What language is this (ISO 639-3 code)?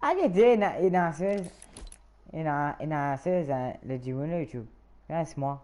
mfe